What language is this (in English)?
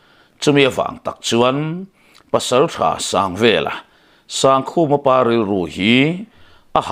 Mizo